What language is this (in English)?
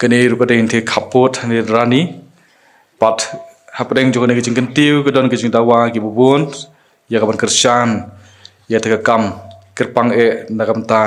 Khasi